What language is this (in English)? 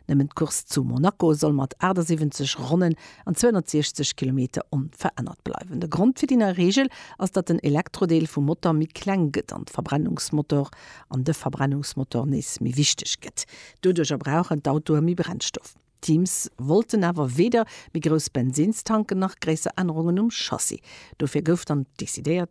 Luxembourgish